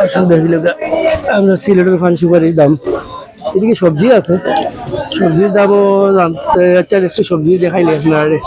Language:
Sylheti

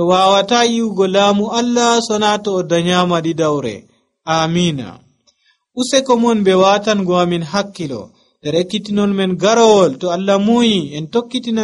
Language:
Nigerian Fulfulde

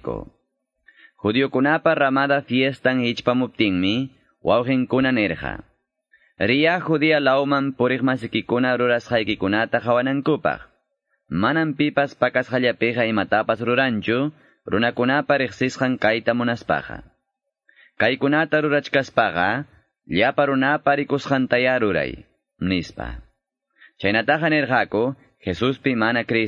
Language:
Quechua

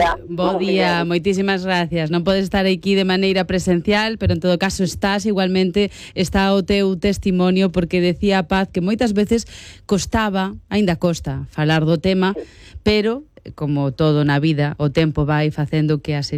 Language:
Galician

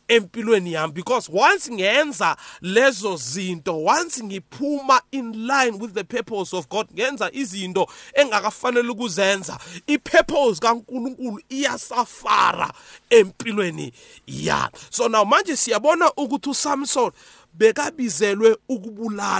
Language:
South Ndebele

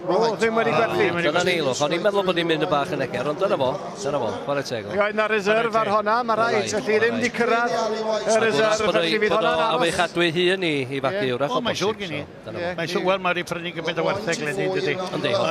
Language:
Welsh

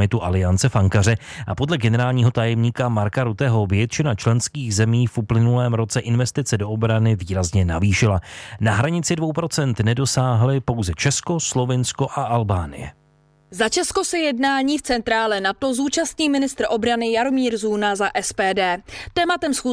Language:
Czech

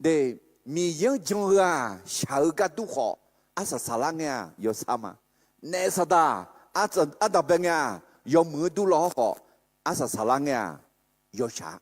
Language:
Akha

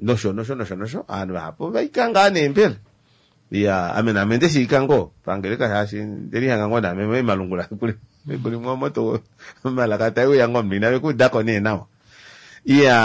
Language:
Kuanyama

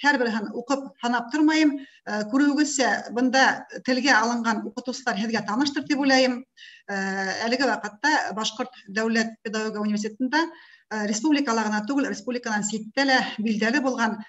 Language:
Bashkir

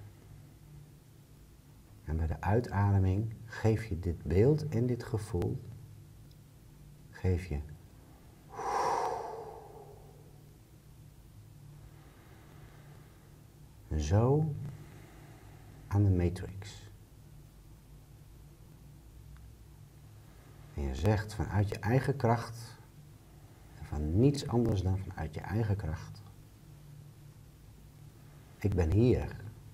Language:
Dutch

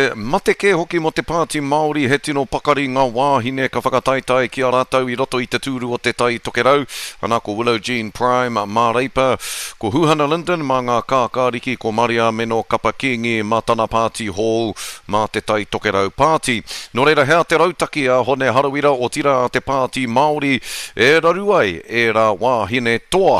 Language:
Māori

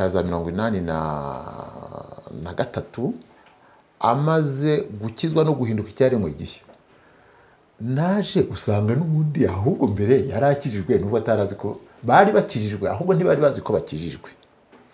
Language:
Kinyarwanda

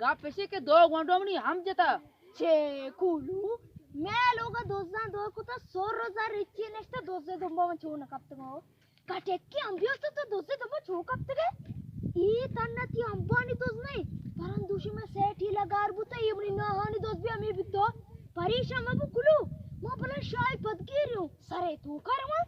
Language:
Baluchi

